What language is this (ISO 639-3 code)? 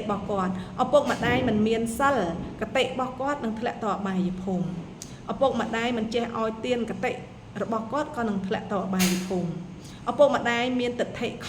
khm